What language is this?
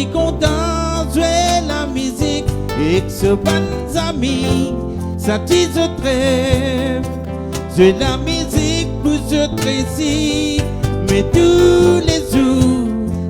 Morisyen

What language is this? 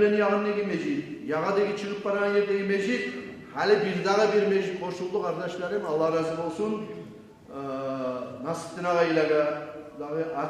Kumyk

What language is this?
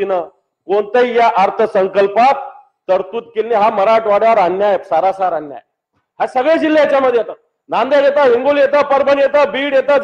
Marathi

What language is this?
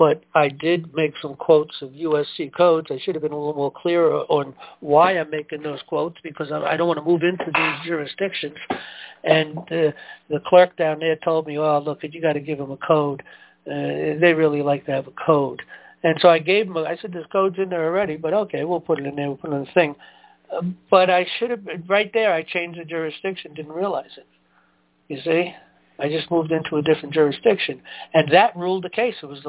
English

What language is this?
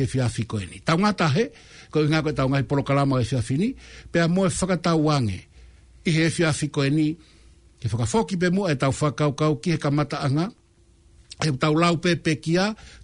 Tongan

